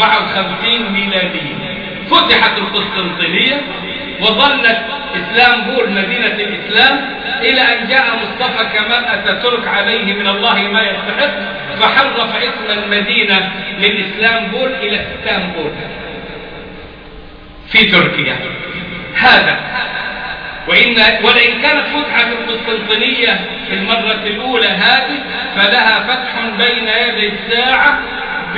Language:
Arabic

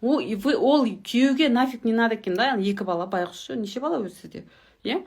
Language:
Kazakh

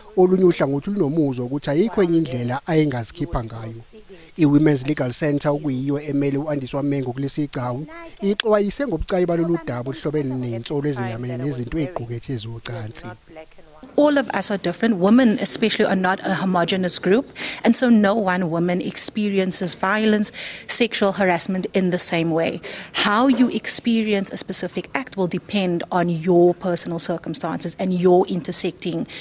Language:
Zulu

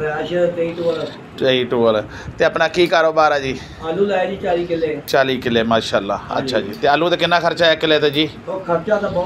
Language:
Punjabi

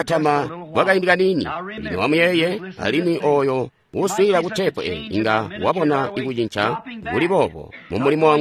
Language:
Tonga (Zambia)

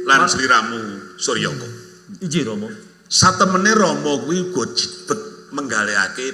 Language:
Javanese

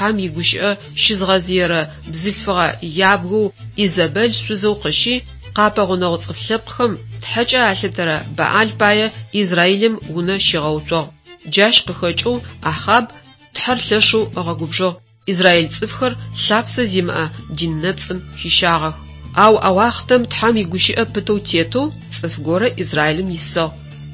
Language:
Adyghe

